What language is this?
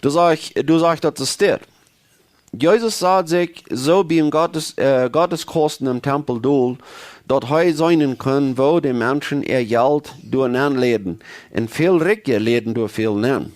Plautdietsch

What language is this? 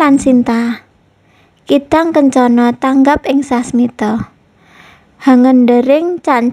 Javanese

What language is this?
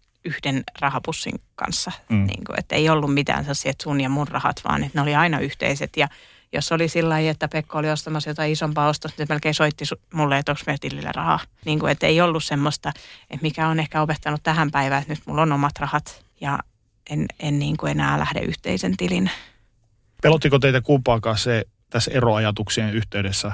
Finnish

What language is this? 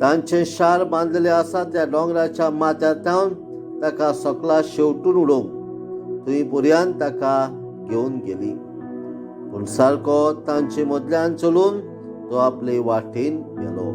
Konkani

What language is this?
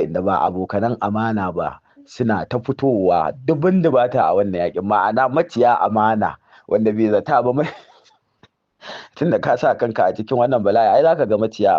Hausa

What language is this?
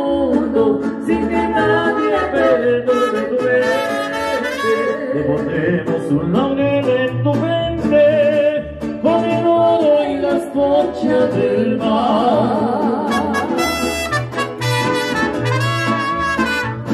Spanish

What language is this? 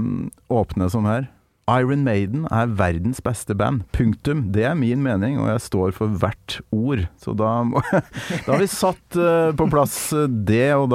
Norwegian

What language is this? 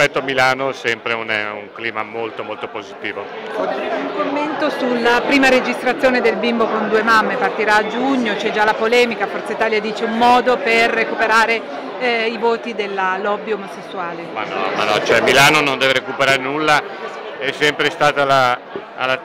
Italian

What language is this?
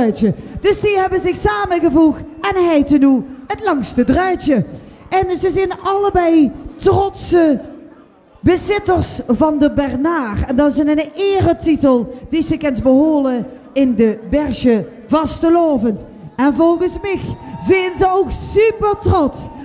Limburgish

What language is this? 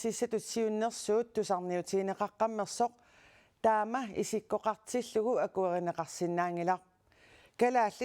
Kalaallisut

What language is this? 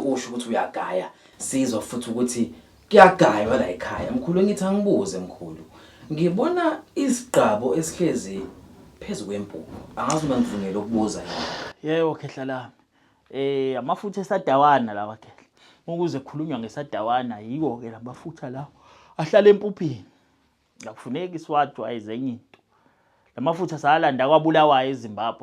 Zulu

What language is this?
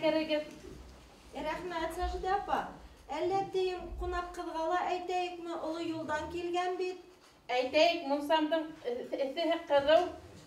Bashkir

